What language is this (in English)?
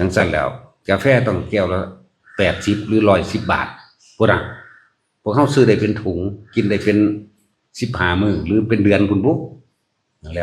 Northeastern Thai